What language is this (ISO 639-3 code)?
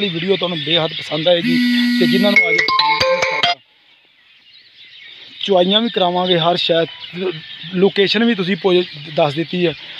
pan